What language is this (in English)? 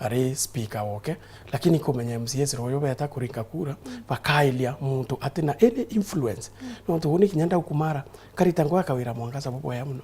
Meru